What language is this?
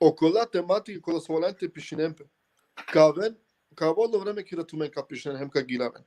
Balkan Romani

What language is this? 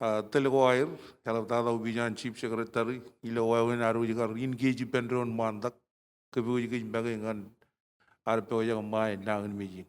Marshallese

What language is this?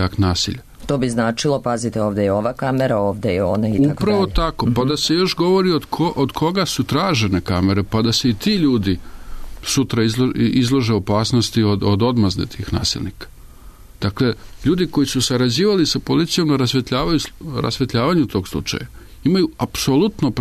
Serbian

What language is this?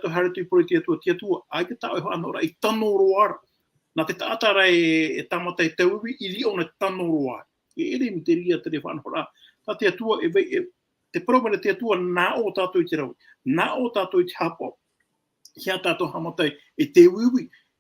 Tahitian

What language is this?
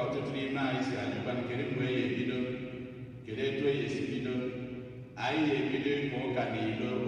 Igbo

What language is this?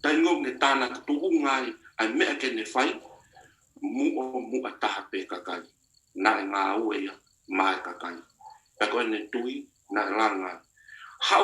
Tongan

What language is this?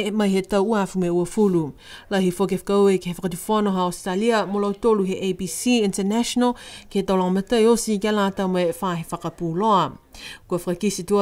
Niuean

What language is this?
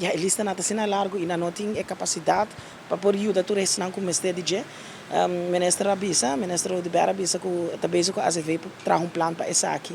Papiamento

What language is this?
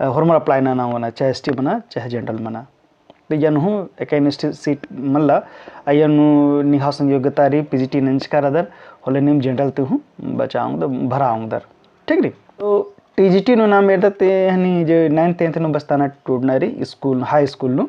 Kurukh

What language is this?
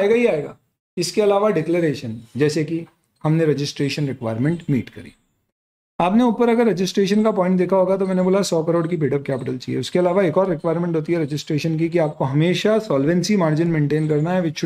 Hindi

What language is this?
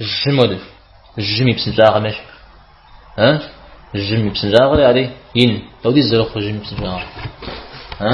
Kabardian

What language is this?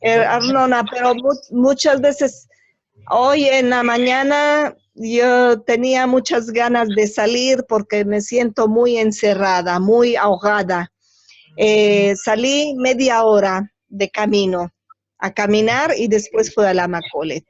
Ladino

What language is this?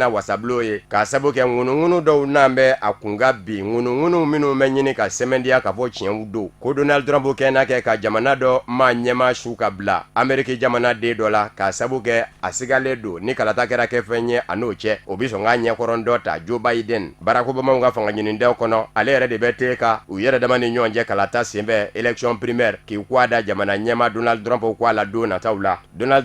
Bambara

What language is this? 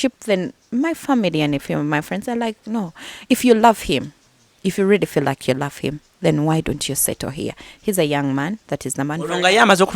Ganda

